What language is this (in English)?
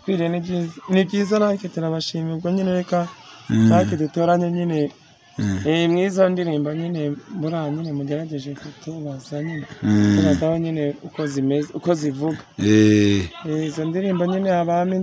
Kinyarwanda